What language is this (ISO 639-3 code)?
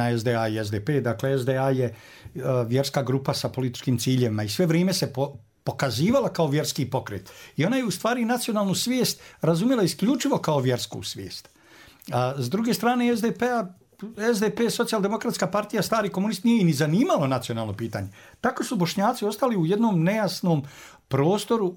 bos